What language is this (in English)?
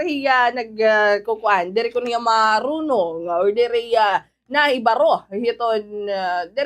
Waray